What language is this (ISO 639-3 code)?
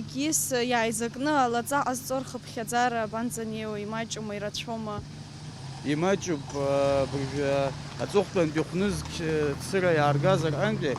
abk